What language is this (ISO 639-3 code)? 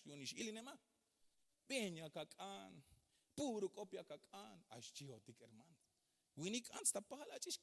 tzh